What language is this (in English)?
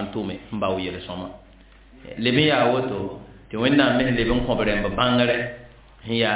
Mossi